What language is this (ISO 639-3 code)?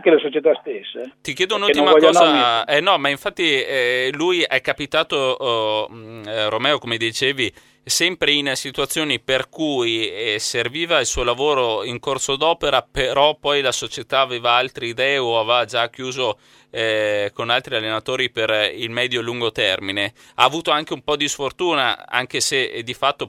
ita